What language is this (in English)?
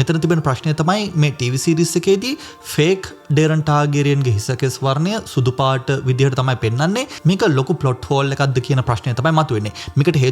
Sinhala